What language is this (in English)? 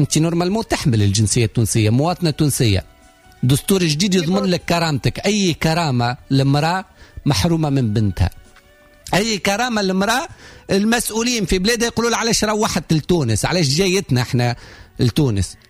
Tunisian Arabic